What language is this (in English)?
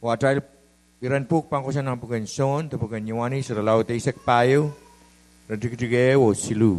Pohnpeian